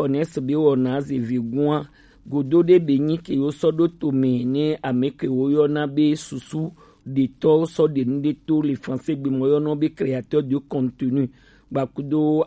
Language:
Gen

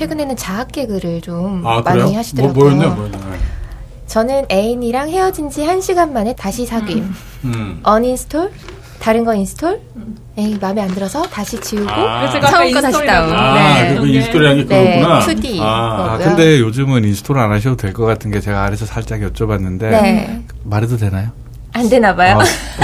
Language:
Korean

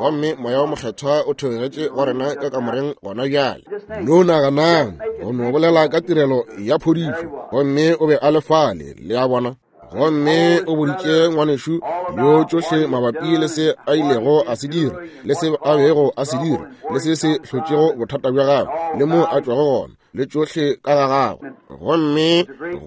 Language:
Northern Sotho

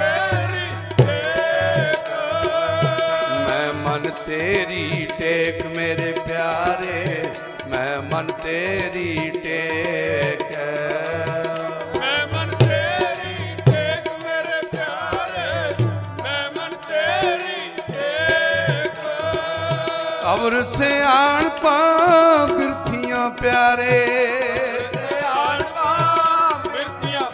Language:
Punjabi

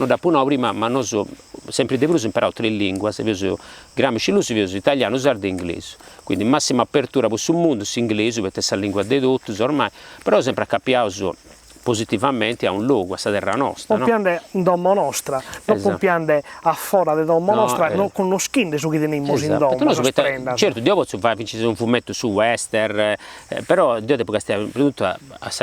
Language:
Sardinian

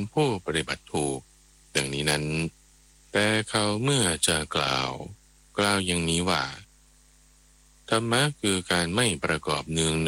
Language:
Thai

